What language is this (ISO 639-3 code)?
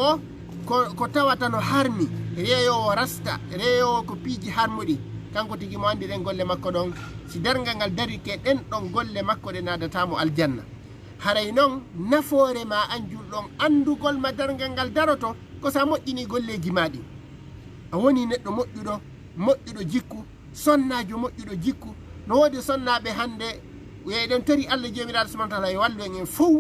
ful